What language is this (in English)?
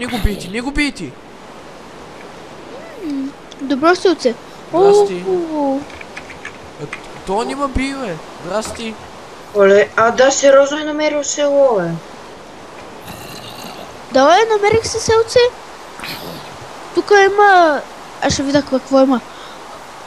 Bulgarian